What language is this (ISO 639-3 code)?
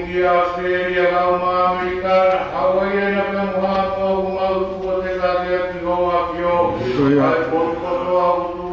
ton